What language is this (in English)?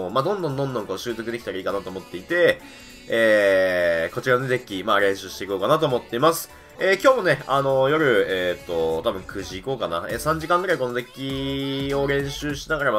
Japanese